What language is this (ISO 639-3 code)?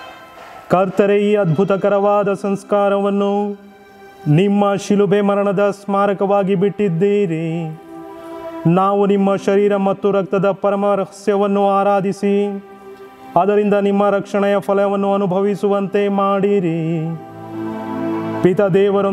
kan